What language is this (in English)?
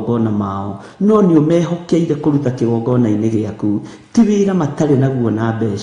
Kikuyu